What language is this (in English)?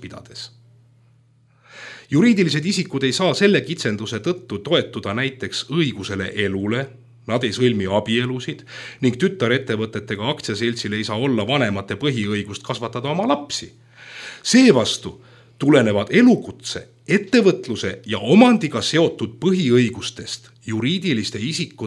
Estonian